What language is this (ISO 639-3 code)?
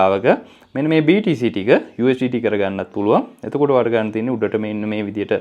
sin